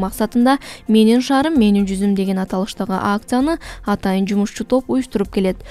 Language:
Kyrgyz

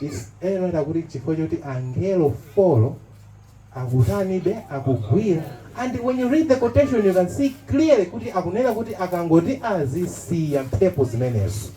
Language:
Nyanja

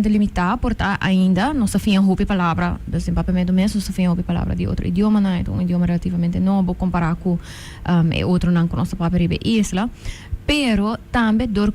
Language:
Papiamento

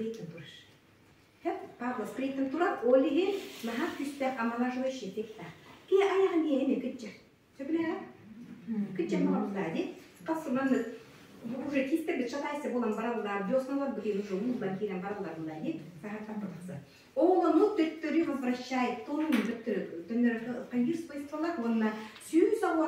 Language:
Yakut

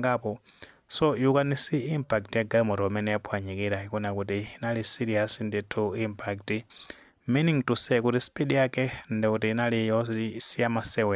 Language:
Nyanja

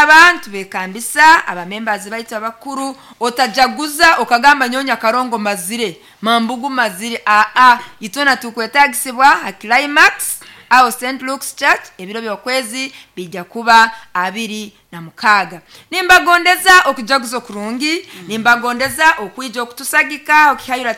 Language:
Nyoro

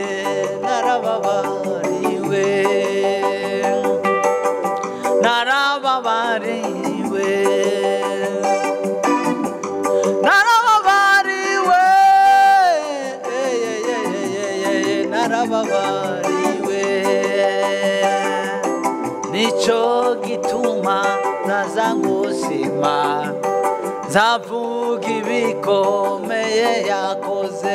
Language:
Kinyarwanda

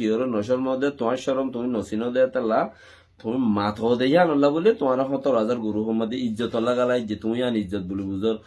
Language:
Rohingya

